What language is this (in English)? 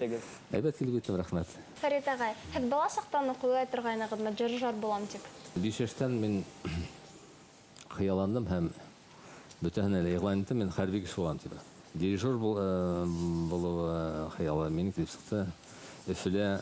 Bashkir